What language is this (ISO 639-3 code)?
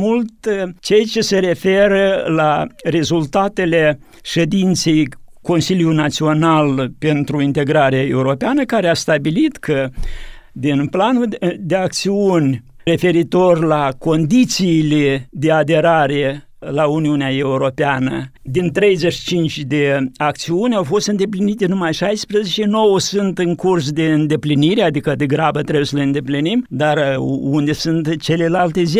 ron